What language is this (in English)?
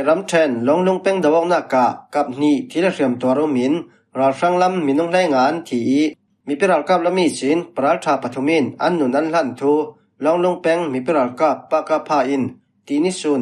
Falam Chin